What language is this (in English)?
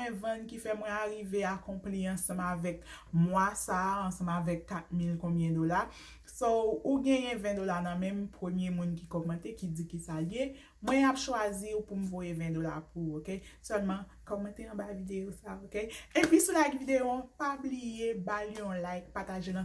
Haitian Creole